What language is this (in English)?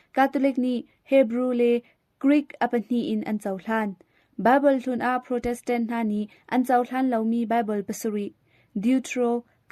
Hakha Chin